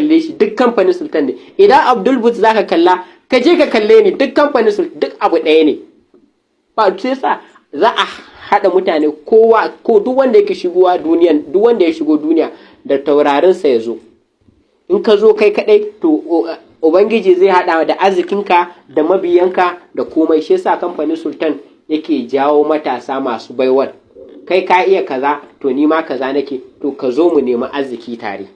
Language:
Hausa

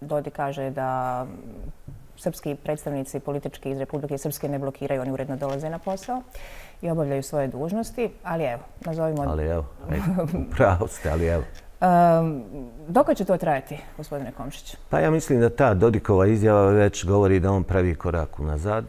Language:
Bosnian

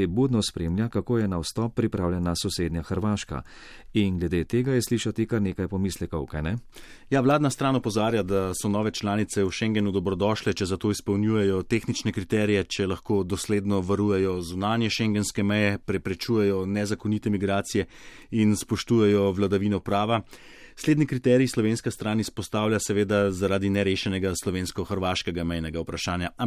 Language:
Slovenian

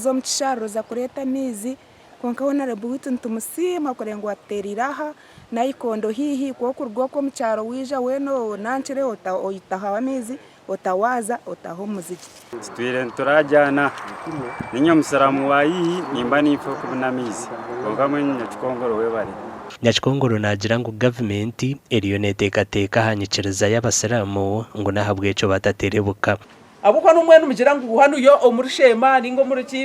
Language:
Nyankole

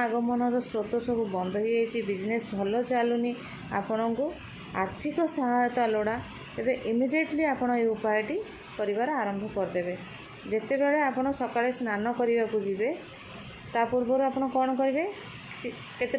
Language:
Odia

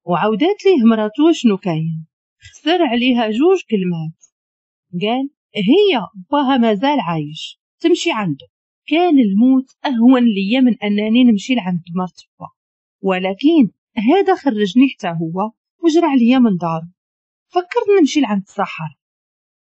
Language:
Moroccan Arabic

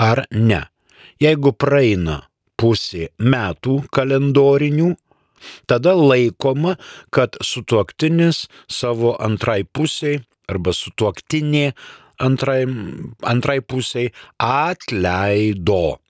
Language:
Lithuanian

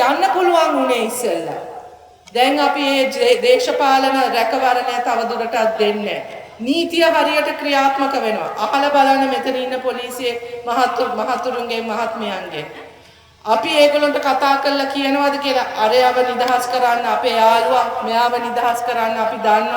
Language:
Sinhala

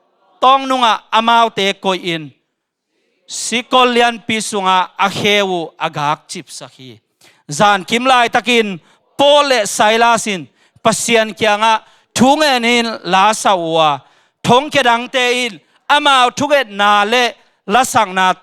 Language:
Tedim Chin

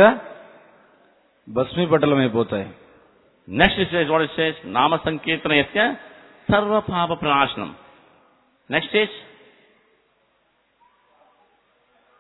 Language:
Telugu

